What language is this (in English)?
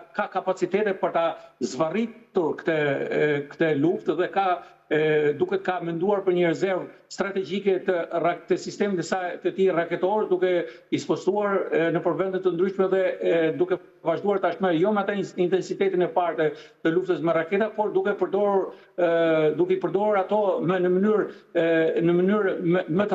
Albanian